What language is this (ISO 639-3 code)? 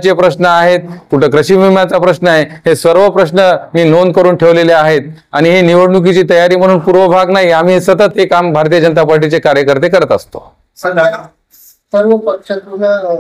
mar